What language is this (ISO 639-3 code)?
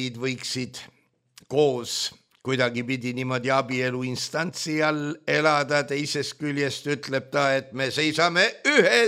est